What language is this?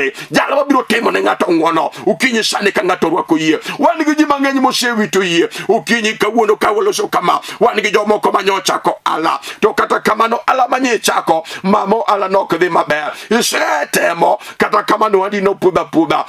Luo (Kenya and Tanzania)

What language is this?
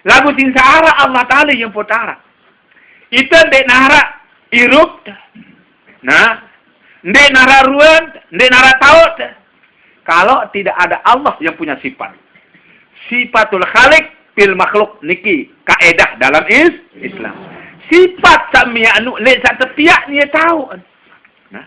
Sasak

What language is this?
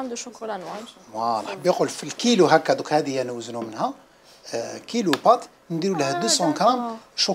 Algerian Arabic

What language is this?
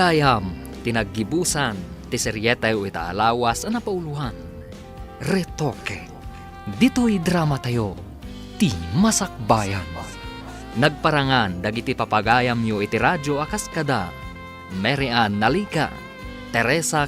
Iloko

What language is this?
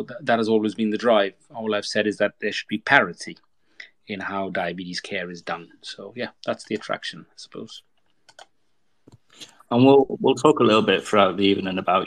English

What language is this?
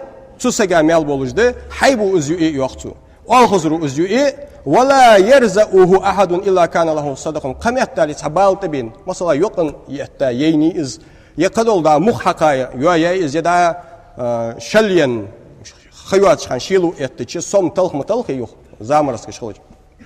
Ingush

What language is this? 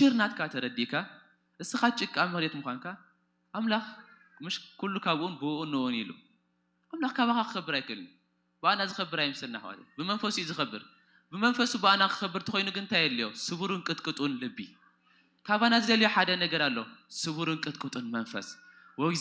Tigrinya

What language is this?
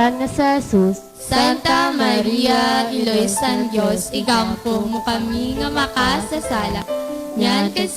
Hiligaynon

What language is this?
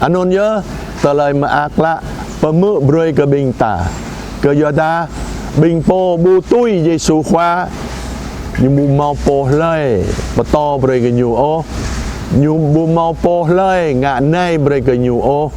Jarai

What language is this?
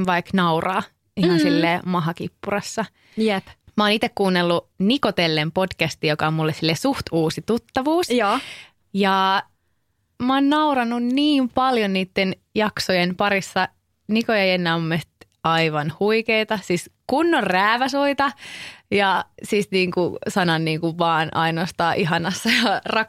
Finnish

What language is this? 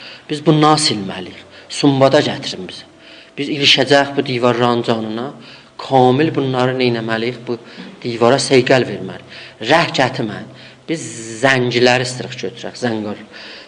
South Azerbaijani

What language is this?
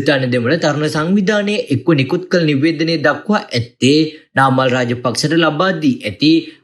Sinhala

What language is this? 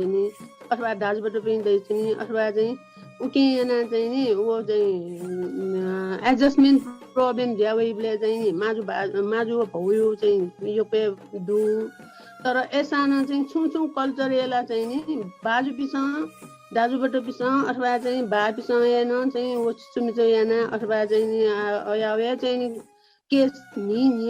Newari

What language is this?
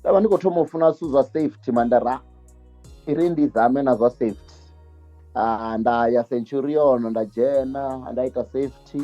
Venda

